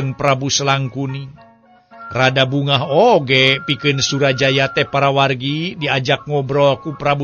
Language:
Sundanese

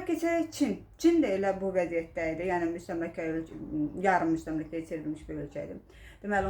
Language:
Azerbaijani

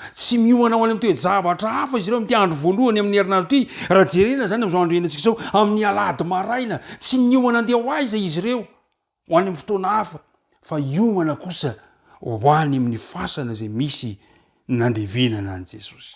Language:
Malagasy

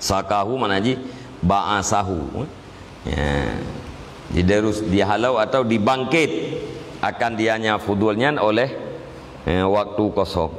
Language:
Achinese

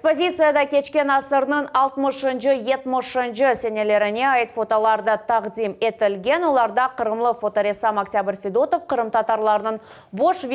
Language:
Crimean Tatar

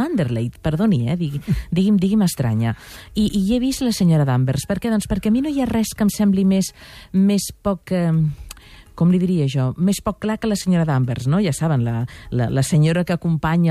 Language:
Catalan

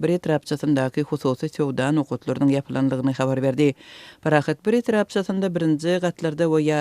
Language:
Turkmen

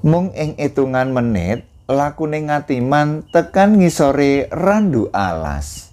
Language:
Javanese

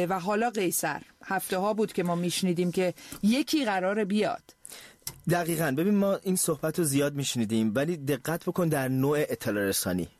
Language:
Persian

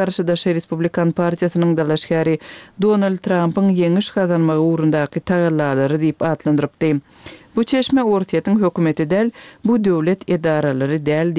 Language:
Turkmen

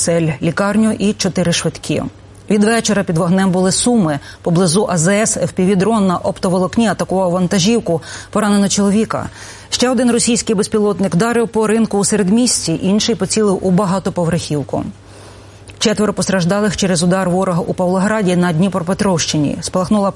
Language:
Ukrainian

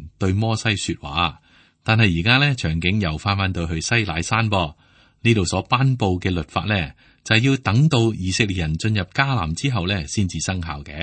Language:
Cantonese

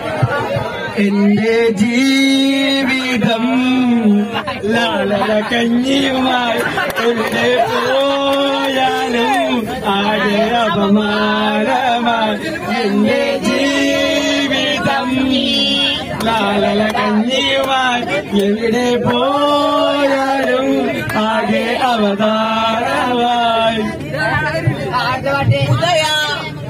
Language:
Malayalam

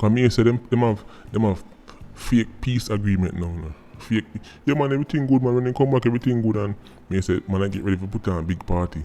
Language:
Jamaican Creole English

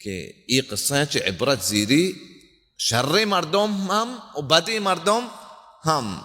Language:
Baluchi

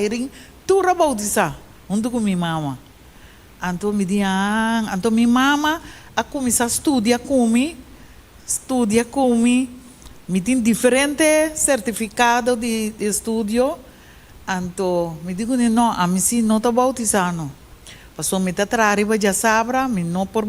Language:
Papiamento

